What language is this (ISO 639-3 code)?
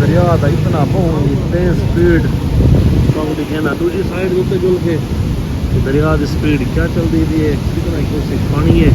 skr